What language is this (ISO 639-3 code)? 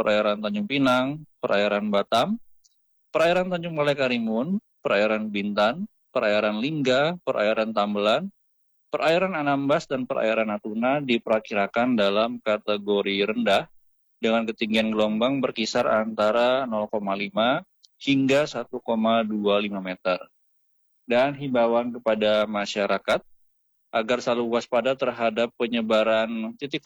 ind